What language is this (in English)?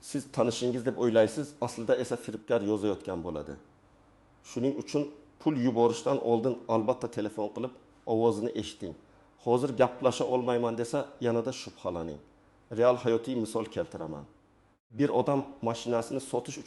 Uzbek